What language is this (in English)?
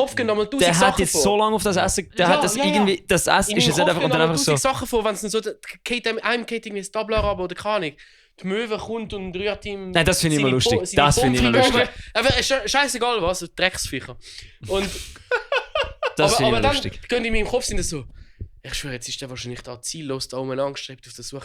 Swiss German